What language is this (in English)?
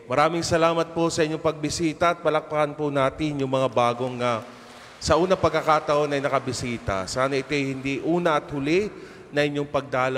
Filipino